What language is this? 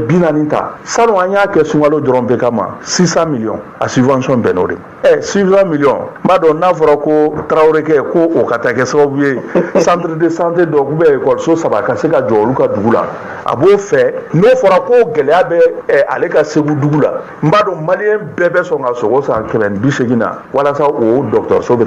Bambara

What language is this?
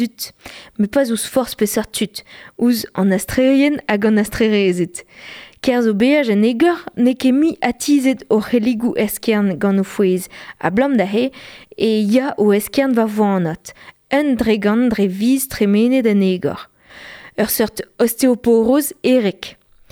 Breton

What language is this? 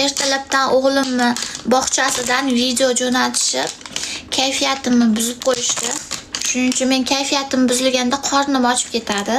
Uzbek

